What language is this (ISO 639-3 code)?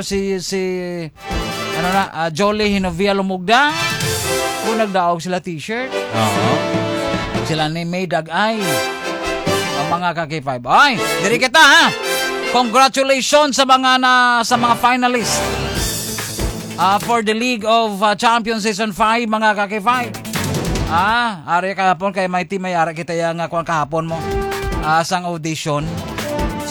hil